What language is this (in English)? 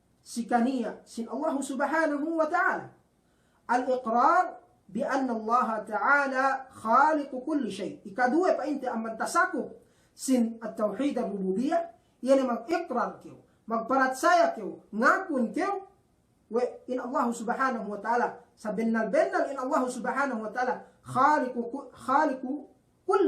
Yakan